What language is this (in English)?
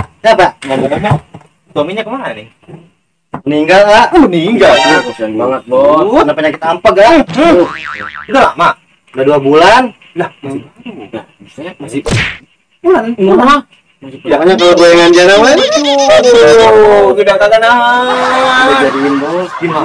Betawi